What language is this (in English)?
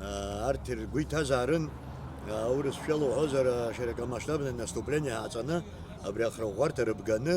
Abkhazian